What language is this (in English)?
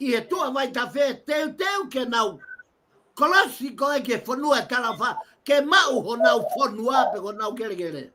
Tongan